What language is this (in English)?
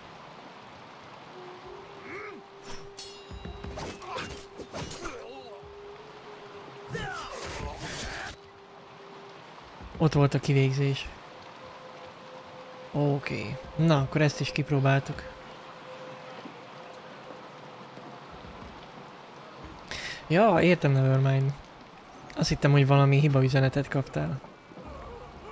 Hungarian